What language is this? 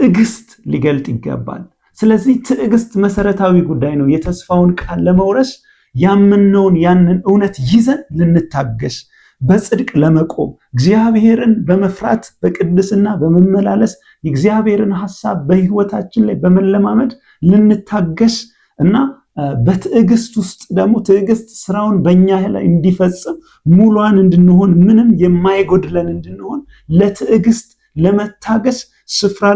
Amharic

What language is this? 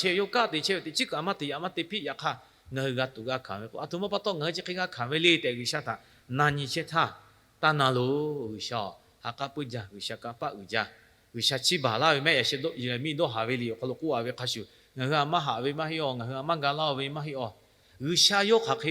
Lahu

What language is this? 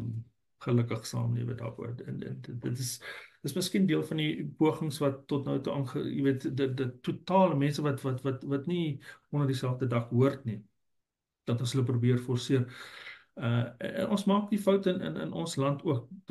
Afrikaans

